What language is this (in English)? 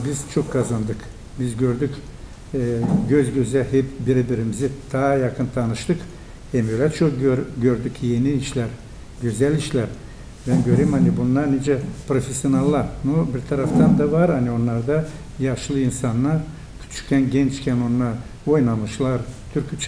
Gagauz